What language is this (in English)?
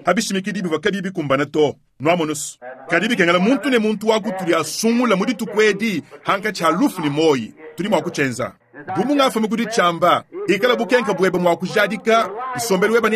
Luba-Lulua